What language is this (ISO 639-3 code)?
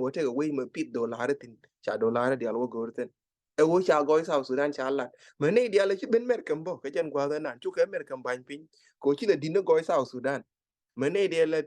nus